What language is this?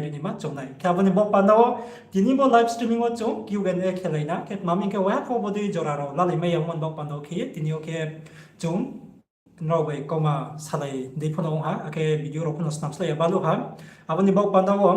Riang (India)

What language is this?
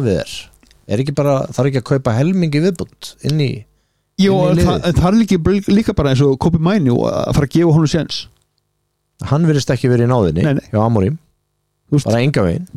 Icelandic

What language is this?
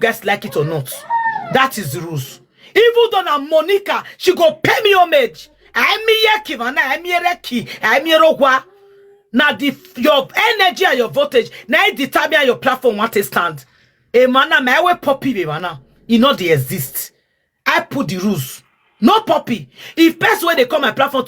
Nigerian Pidgin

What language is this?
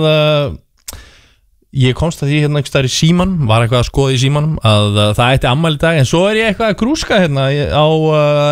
Icelandic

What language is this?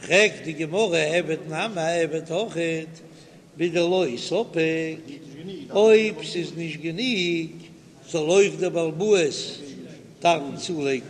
Yiddish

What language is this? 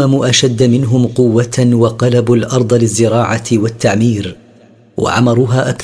Arabic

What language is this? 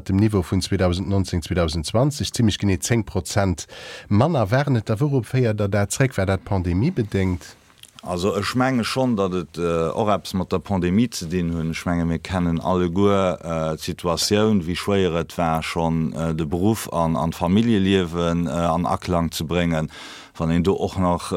Luxembourgish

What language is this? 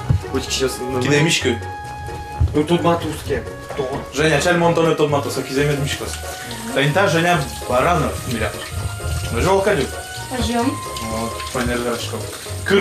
Udmurt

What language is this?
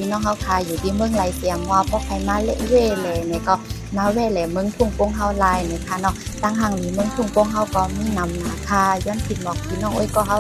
Shan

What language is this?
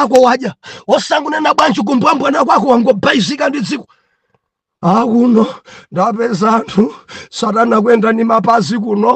Nyanja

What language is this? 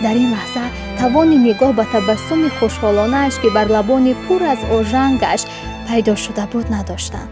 Tajik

